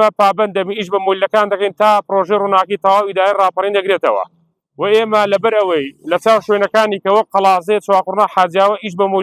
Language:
Central Kurdish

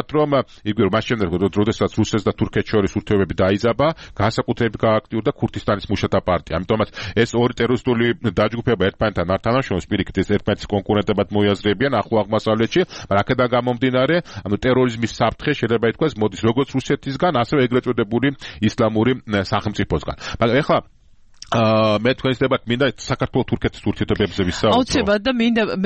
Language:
Georgian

